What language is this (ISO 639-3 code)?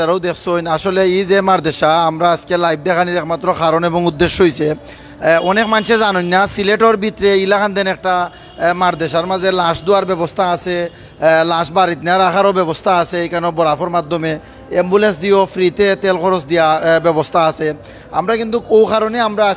syl